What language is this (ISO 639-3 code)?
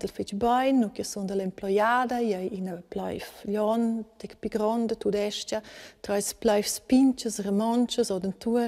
roh